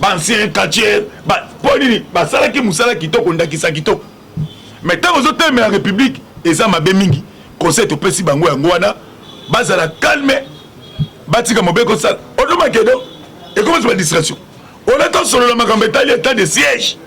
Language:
Lingala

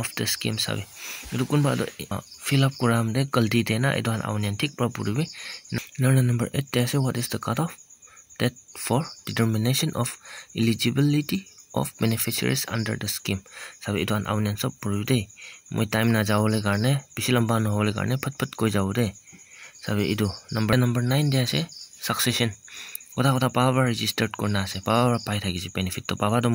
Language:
Naga Pidgin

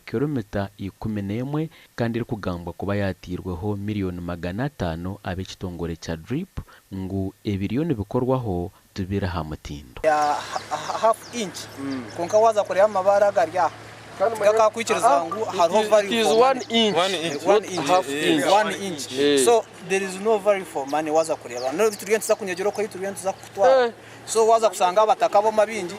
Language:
Nyankole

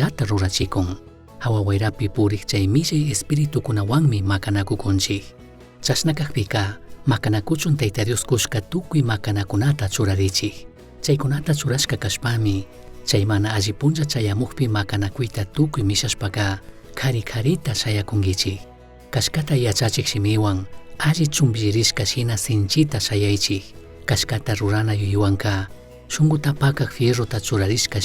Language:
Chimborazo Highland Quichua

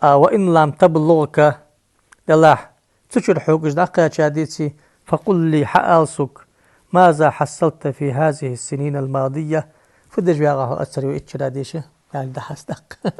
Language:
Ingush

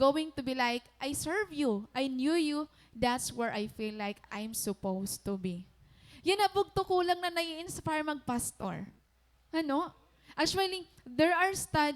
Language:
Waray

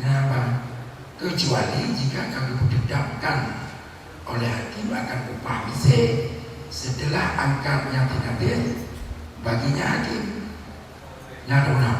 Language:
Achinese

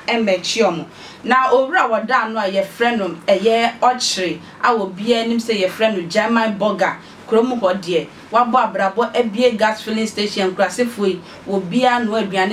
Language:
Akan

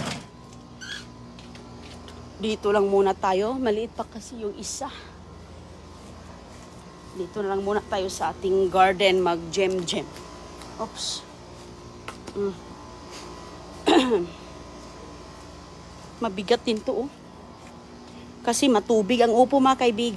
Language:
Filipino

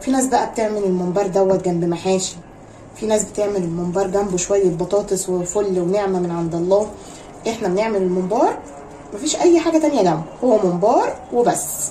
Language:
Egyptian Arabic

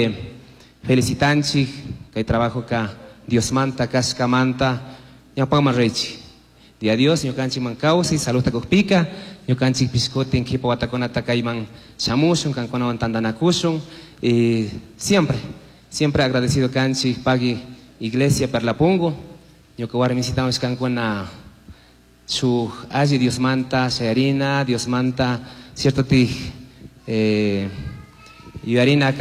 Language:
Chimborazo Highland Quichua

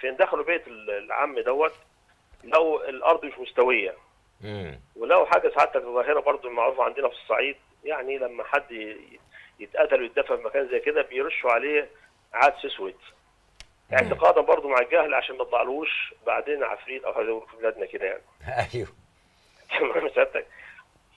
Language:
Egyptian Arabic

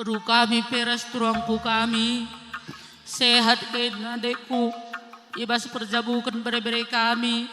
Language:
Batak Karo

